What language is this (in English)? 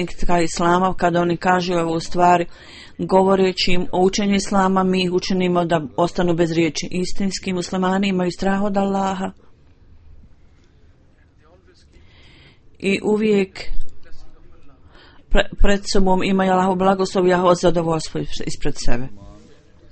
Bosnian